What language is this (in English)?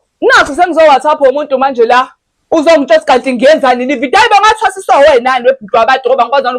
Zulu